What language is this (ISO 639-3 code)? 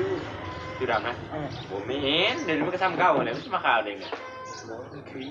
tts